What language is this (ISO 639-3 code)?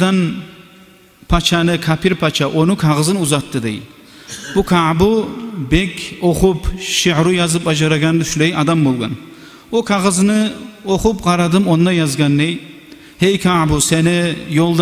kum